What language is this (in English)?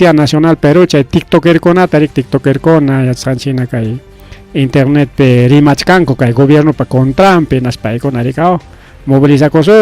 Ayacucho Quechua